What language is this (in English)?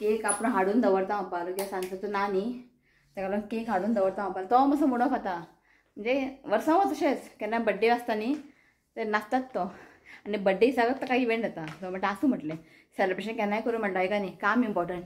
Konkani